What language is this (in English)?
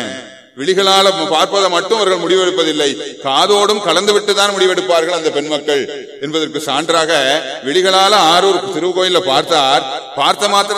Tamil